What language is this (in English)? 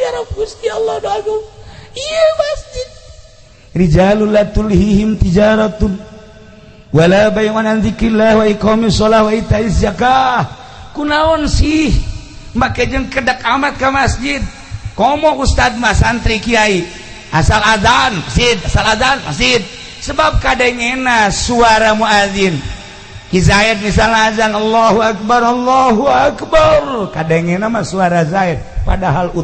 Sundanese